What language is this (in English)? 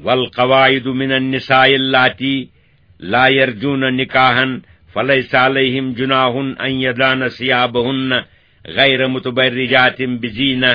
Kashmiri